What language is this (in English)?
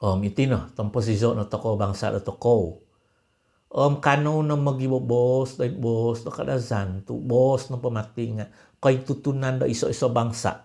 Central Dusun